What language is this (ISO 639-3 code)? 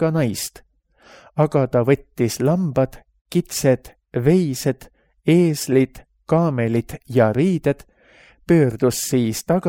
est